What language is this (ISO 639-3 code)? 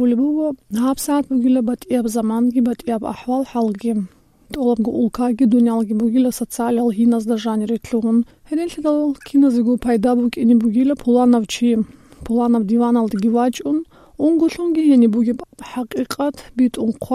ava